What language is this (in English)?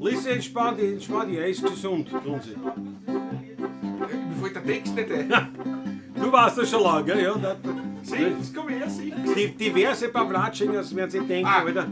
Bavarian